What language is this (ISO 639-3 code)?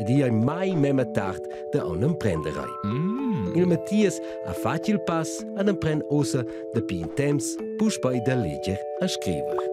roh